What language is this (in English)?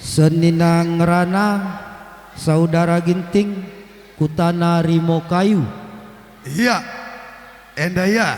Batak Karo